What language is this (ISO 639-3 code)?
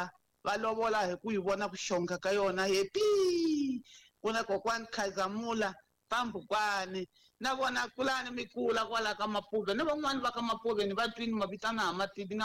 tso